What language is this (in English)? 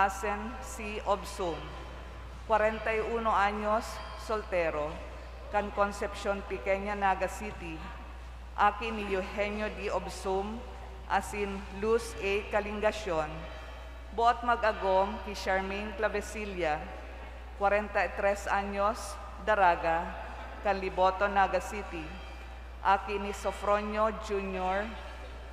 Bikol